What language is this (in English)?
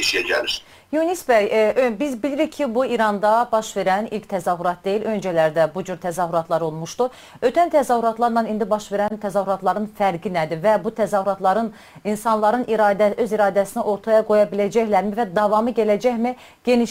South Azerbaijani